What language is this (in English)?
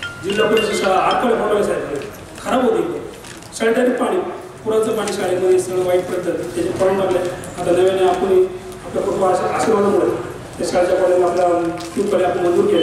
Marathi